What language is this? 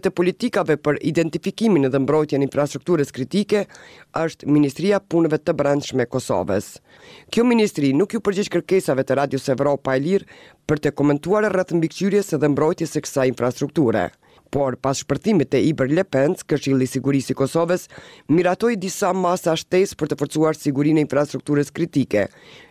Albanian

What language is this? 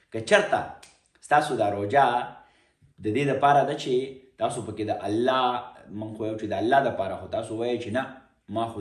Pashto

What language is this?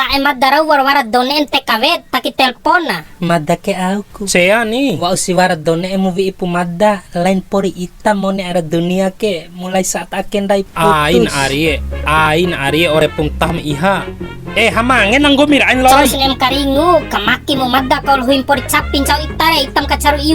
Bima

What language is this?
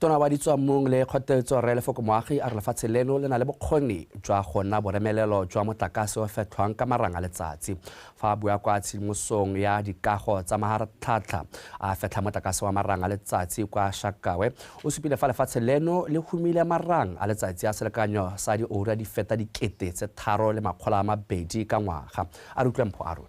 Tswana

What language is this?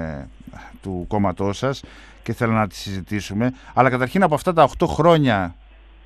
Greek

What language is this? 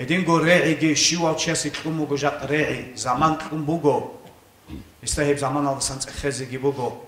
Avaric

